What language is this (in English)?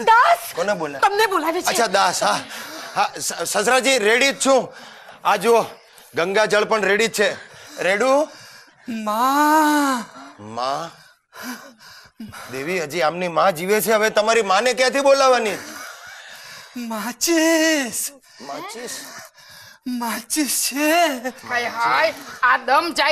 Gujarati